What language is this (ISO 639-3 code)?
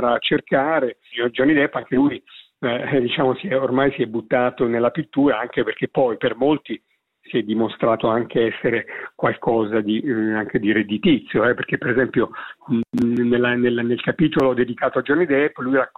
ita